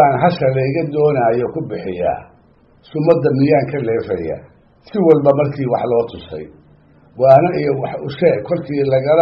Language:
Somali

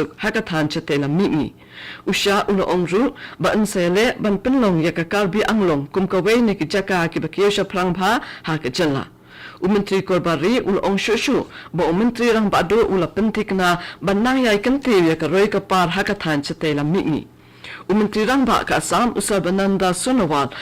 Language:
Khasi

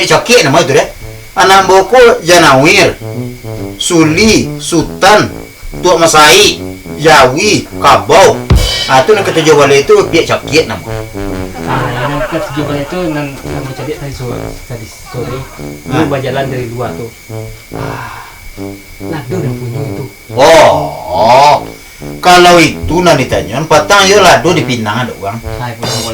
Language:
Minangkabau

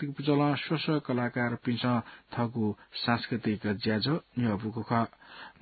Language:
Newari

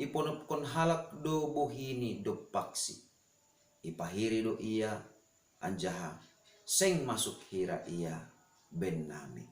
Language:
Batak Simalungun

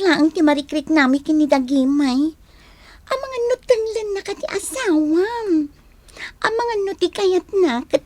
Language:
Iloko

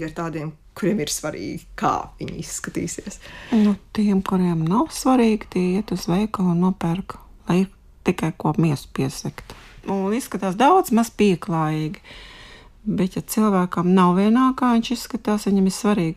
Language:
Latvian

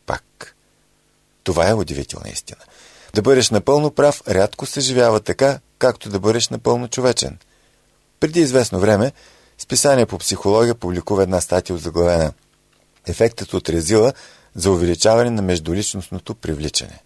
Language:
Bulgarian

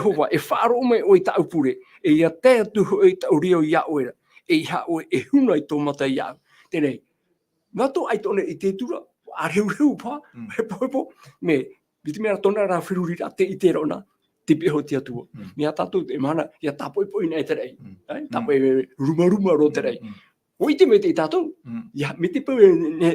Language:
Tahitian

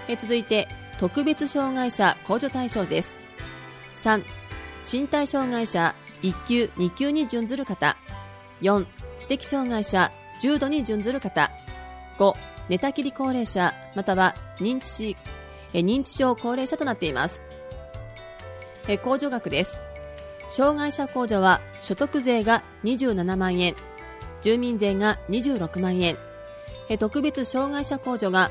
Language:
Japanese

